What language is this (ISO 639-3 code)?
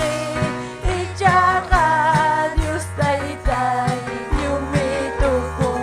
quy